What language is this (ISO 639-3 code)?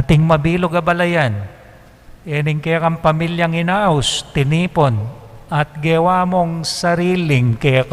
pam